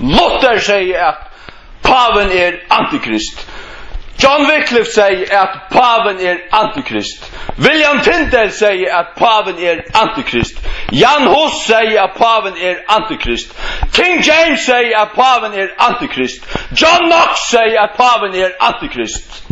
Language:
Faroese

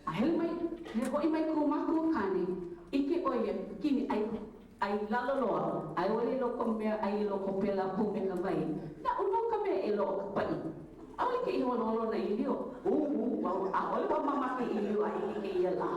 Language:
Hawaiian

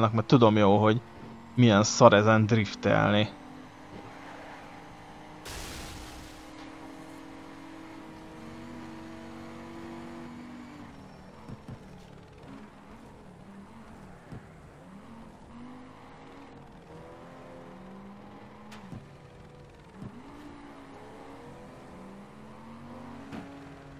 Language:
Hungarian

